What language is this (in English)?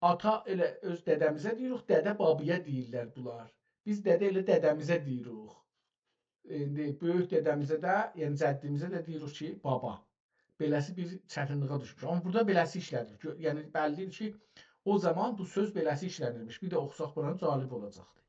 South Azerbaijani